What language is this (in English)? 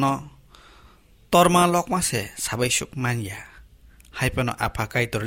Kok Borok